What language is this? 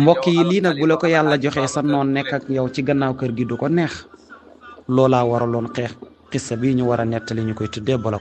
Wolof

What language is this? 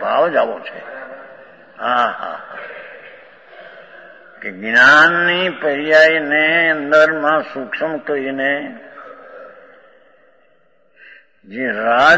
Gujarati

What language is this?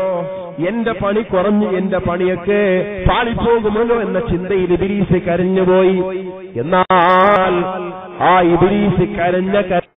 Malayalam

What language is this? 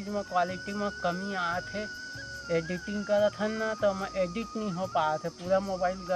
Chhattisgarhi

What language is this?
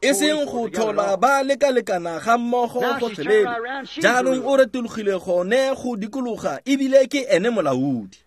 Tswana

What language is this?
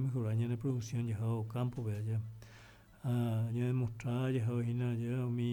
Guarani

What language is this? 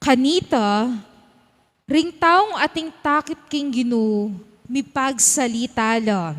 Pampanga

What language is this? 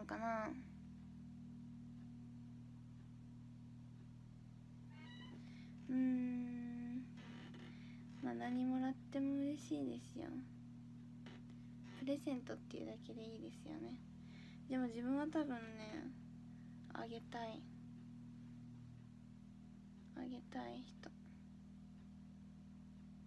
Japanese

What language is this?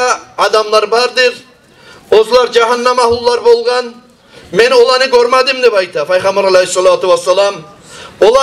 Kumyk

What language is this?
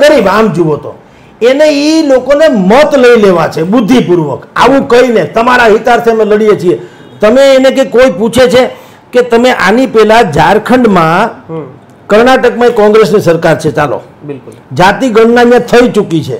Gujarati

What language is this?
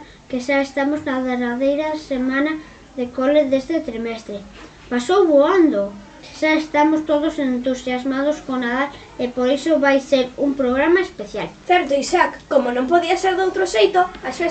Galician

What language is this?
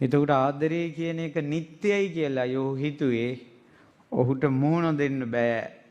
Sinhala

